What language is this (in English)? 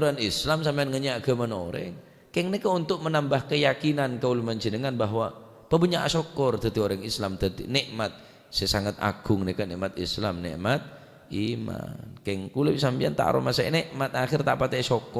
Madurese